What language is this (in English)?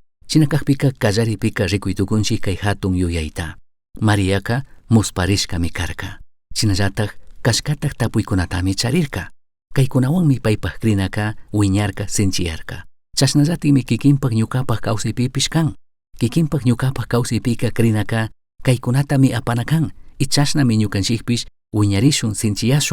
Chimborazo Highland Quichua